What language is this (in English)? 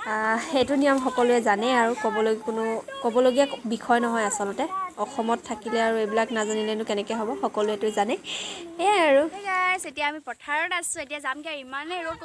Assamese